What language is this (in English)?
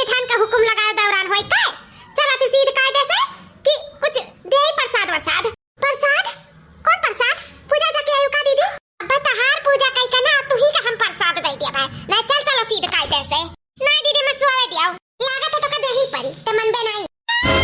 Awadhi